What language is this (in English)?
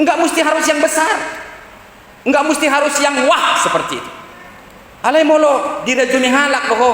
Batak Toba